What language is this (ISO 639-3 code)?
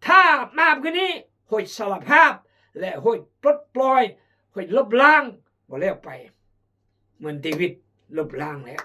kjg